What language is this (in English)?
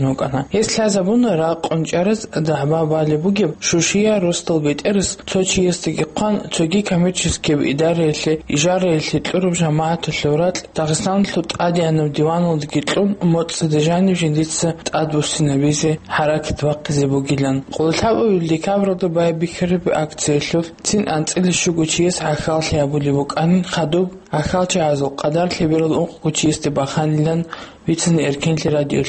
Avaric